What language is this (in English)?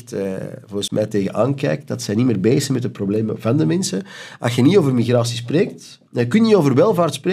Dutch